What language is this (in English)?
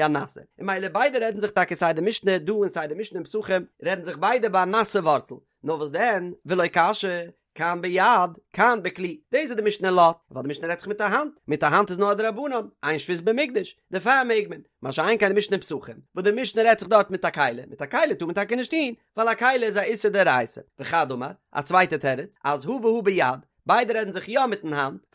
Yiddish